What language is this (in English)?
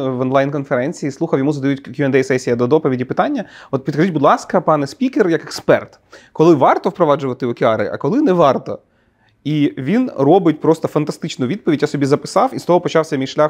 Ukrainian